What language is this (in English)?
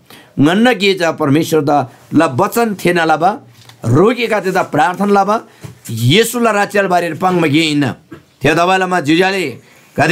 Eastern Tamang